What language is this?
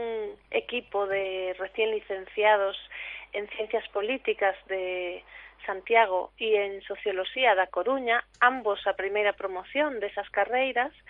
Galician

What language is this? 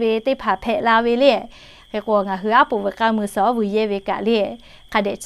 Lahu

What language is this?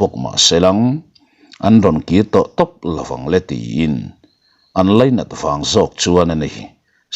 Mizo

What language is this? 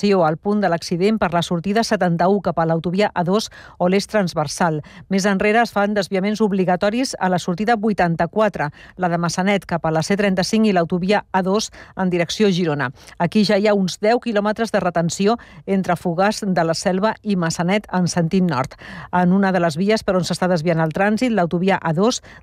Catalan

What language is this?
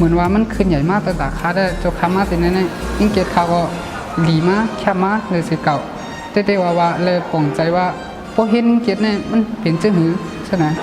Shan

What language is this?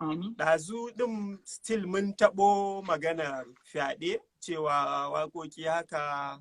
Hausa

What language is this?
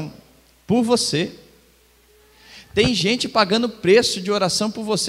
Portuguese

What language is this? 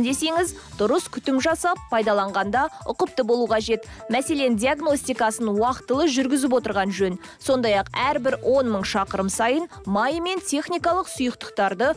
Kazakh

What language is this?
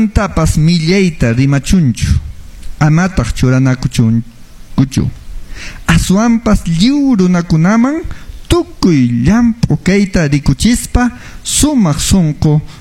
Quechua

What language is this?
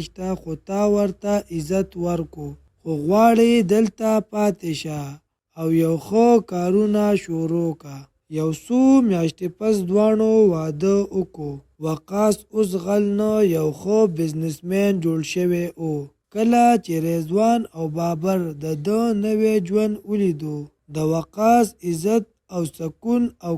Pashto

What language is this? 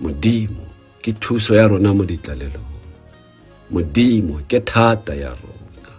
Tswana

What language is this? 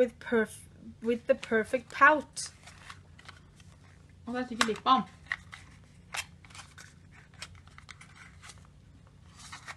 Norwegian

